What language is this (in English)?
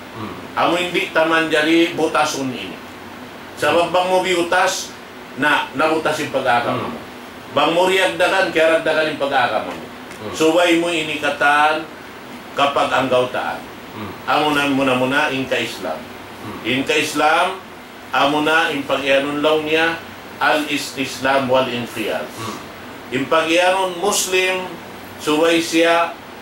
Tausug